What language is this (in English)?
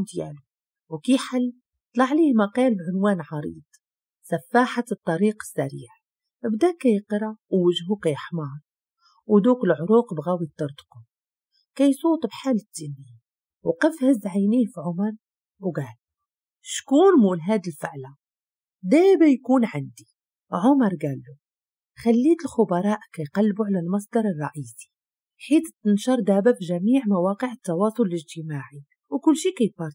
Moroccan Arabic